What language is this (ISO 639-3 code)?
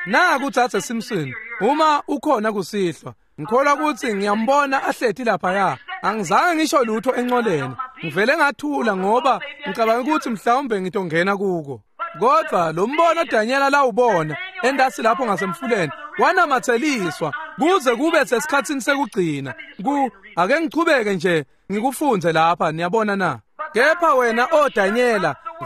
ssw